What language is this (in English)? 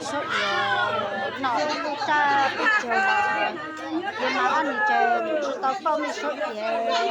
Hmong